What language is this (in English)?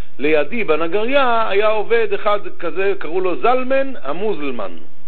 Hebrew